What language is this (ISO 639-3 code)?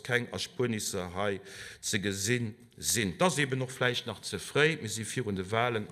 ltz